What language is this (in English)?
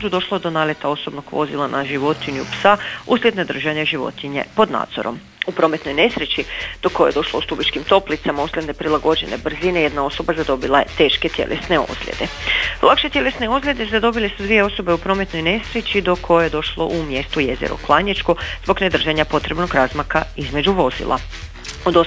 Croatian